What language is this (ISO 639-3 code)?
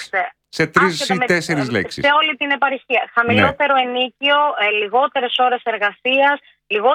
ell